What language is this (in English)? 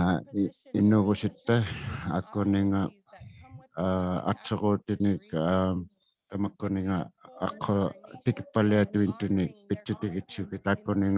Inuktitut